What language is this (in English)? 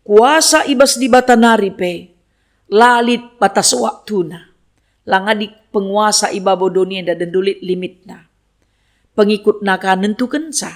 Batak Karo